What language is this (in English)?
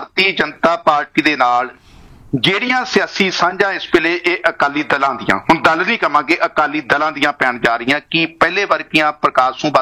Punjabi